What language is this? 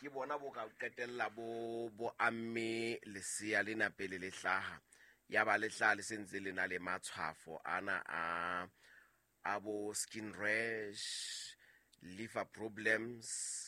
Southern Sotho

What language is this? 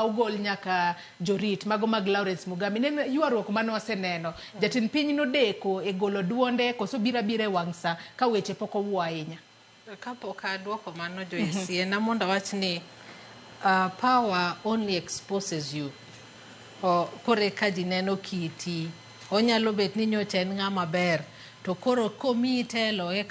Luo (Kenya and Tanzania)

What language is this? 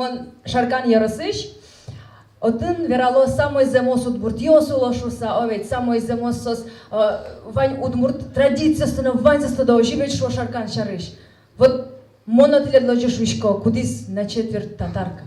Udmurt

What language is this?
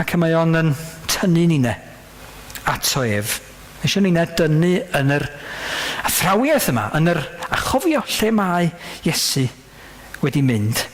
Welsh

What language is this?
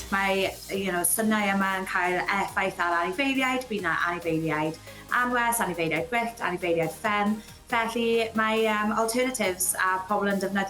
Welsh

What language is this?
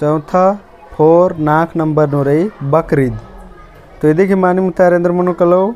Kurukh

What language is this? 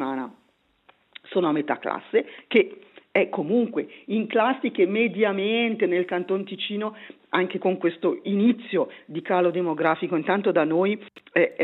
Italian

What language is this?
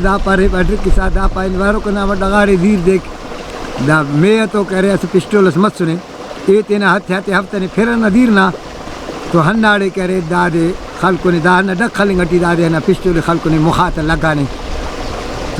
Brahui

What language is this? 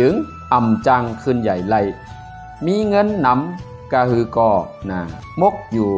Shan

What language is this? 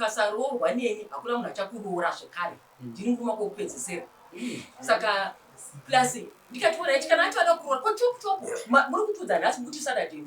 Shona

